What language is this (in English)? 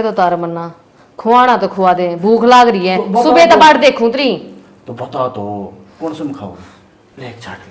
Haryanvi